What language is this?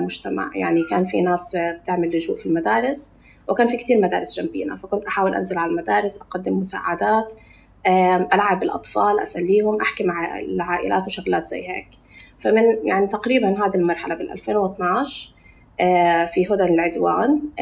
North Levantine Arabic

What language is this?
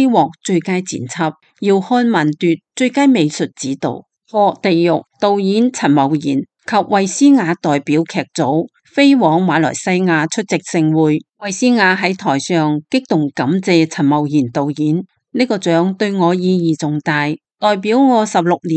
Cantonese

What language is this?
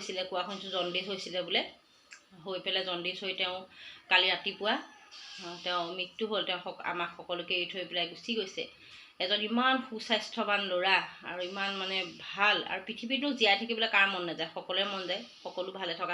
Assamese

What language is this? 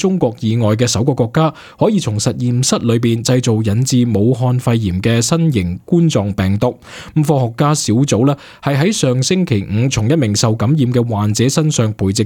Cantonese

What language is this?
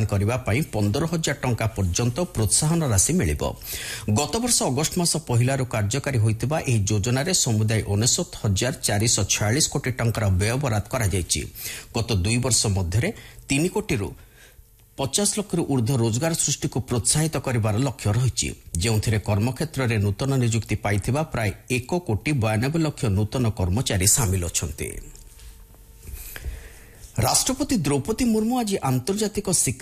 Odia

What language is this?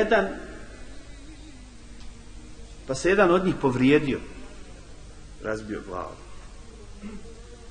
Bosnian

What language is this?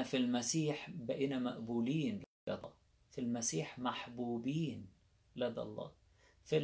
Egyptian Arabic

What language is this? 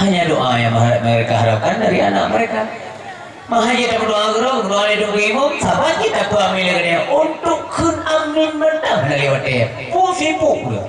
Achinese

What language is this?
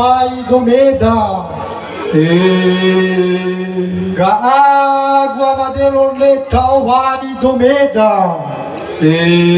Nias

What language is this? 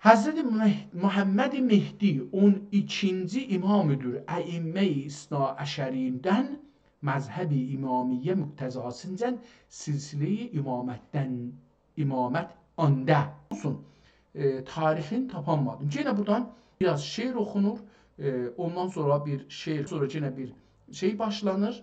South Azerbaijani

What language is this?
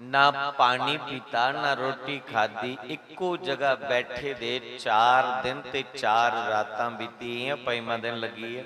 Dogri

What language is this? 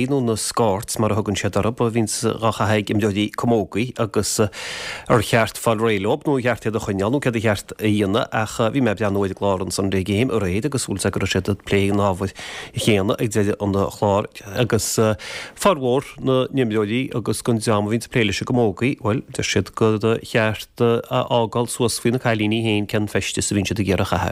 Irish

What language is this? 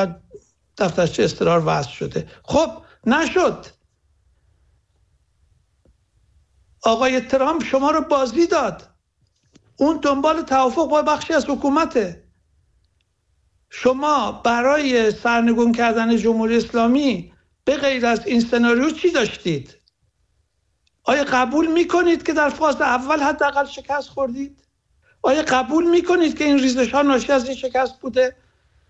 Persian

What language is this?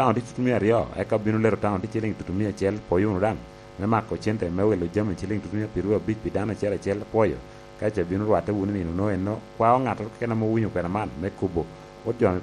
Lango (Uganda)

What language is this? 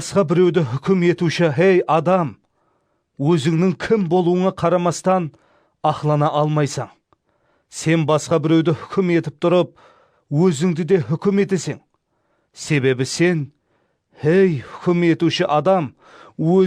Kara-Kalpak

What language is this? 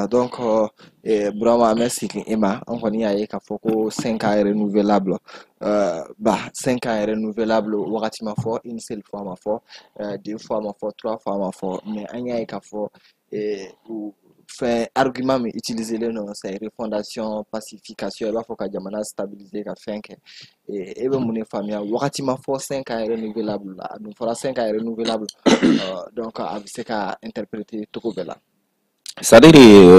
Bambara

